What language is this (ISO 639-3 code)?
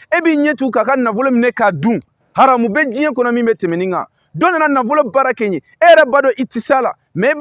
bam